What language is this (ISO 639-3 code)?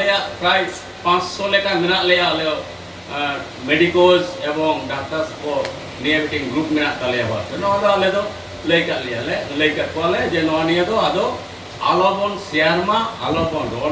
sat